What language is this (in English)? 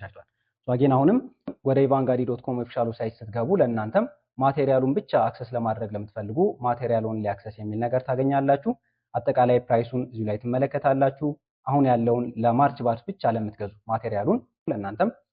Amharic